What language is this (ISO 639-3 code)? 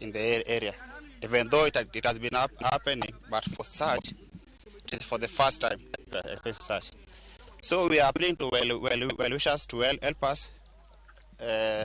luo